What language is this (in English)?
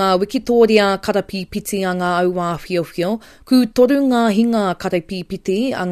Māori